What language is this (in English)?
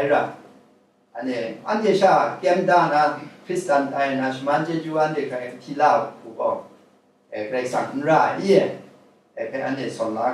Kachin